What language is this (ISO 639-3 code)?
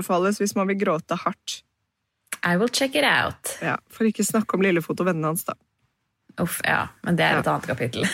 nor